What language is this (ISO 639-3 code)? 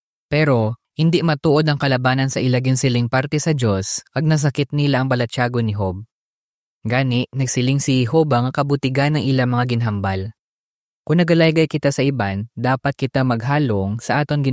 hil